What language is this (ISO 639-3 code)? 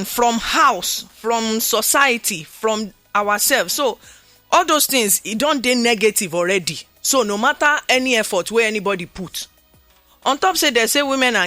pcm